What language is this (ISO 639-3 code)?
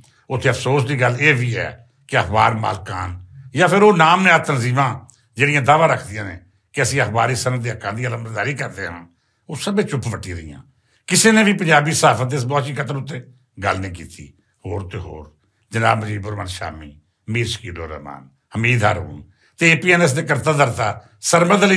lah